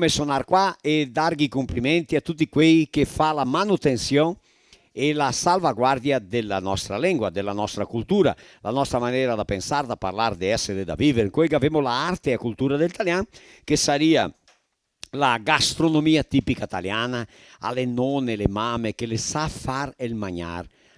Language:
Venetian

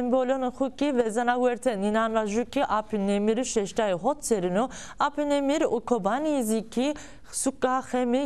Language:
Zaza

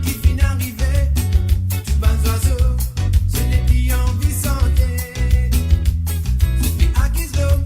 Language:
Morisyen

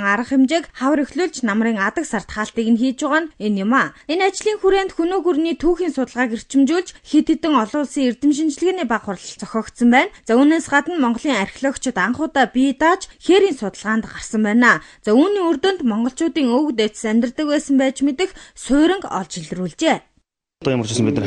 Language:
Mongolian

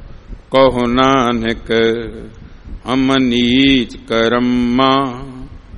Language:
Punjabi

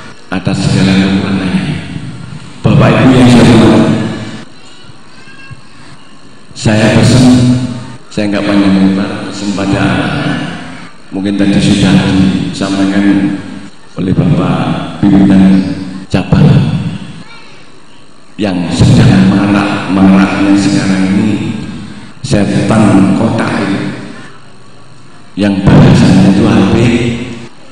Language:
Indonesian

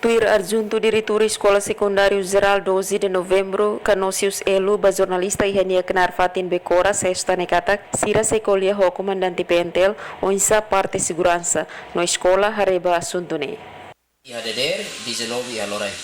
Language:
Tetum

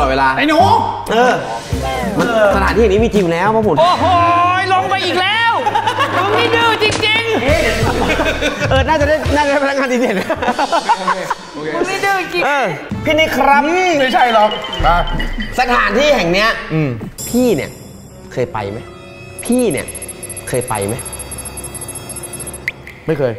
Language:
Thai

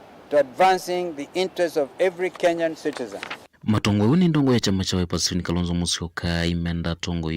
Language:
Kamba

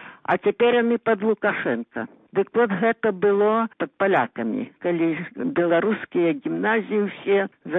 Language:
Belarusian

